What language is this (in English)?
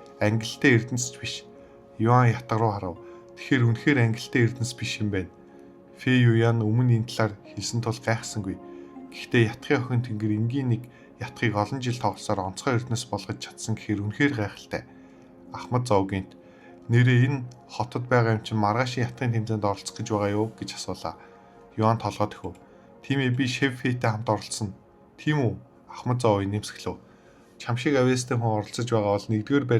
Mongolian